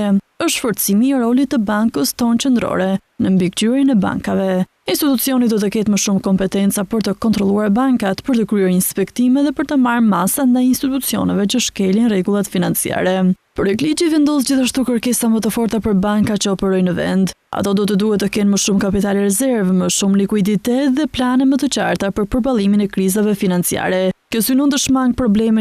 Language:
Albanian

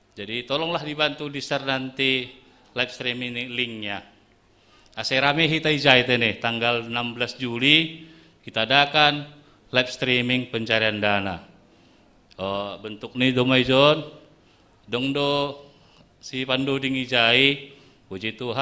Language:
Batak Simalungun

